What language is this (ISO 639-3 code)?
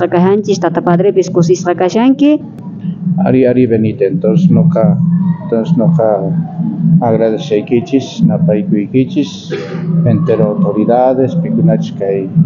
quh